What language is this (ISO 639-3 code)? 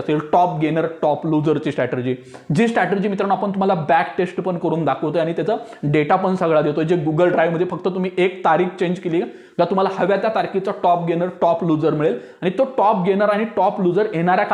mar